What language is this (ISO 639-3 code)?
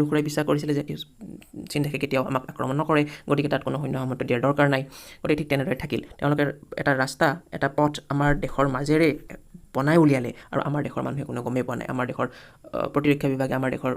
asm